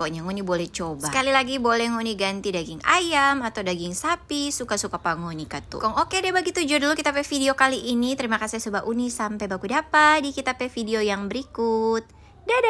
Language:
Manado Malay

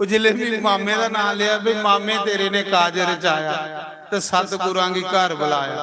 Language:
Dogri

